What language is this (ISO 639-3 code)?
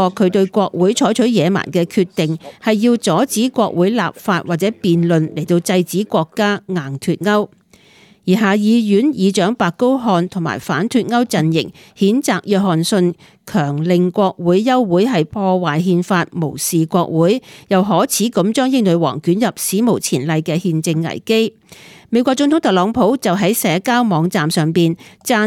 yue